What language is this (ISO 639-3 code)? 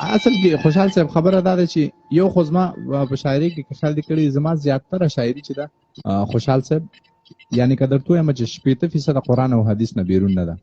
pus